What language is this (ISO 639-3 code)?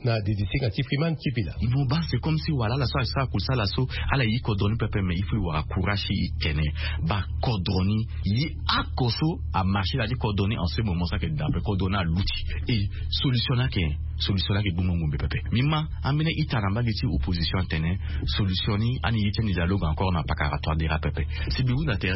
sag